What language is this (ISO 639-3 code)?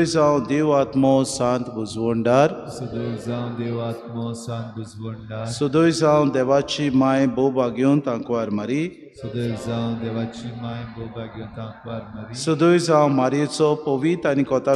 kok